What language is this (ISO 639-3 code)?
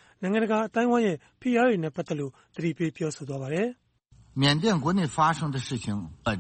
mya